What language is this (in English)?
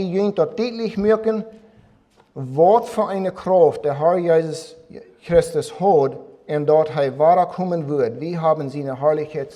Plautdietsch